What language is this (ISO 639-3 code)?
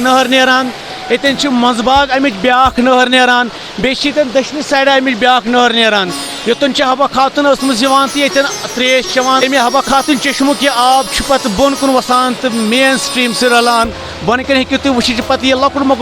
kas